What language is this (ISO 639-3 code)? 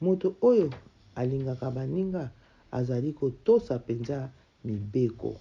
lin